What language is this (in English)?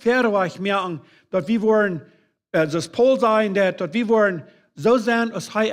Plautdietsch